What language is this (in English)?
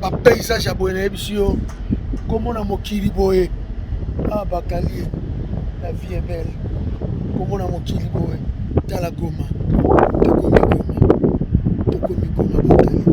Lingala